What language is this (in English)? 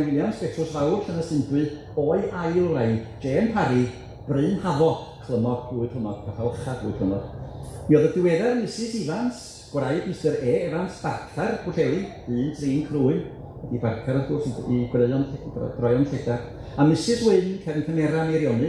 Welsh